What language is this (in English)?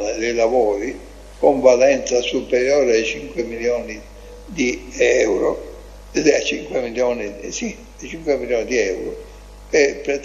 Italian